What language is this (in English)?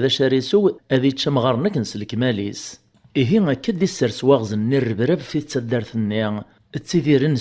Kabyle